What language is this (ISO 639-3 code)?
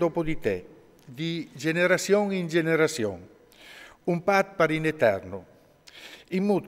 fur